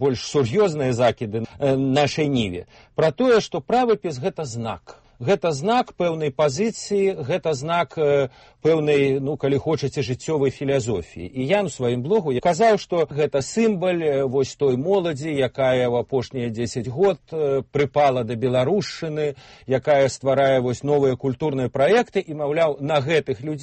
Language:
Belarusian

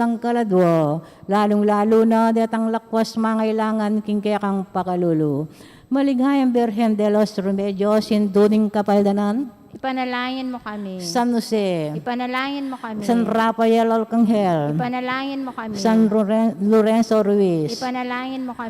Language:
Pampanga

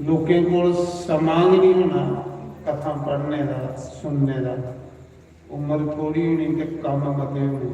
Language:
Dogri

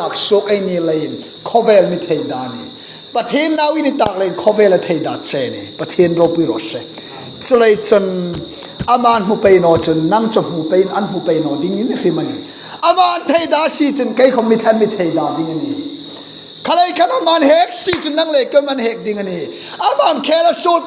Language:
Hmar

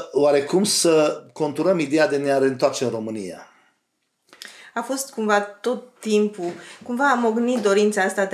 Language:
Romanian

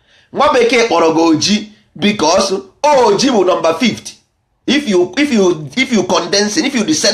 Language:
Igbo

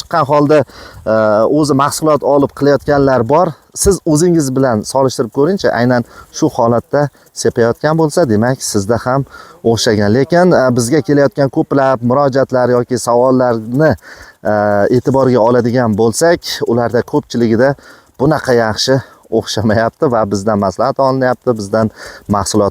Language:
Uzbek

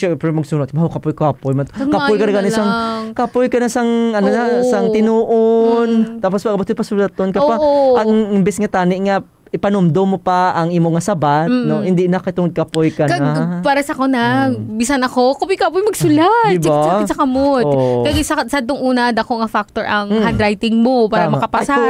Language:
Hiligaynon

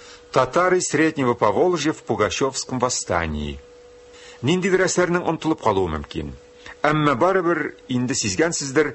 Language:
Tatar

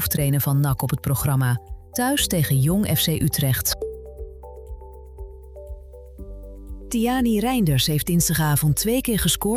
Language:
Dutch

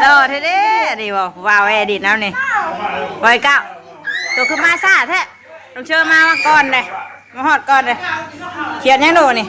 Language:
Northeastern Thai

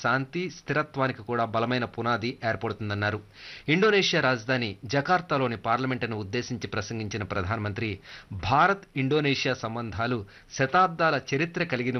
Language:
Telugu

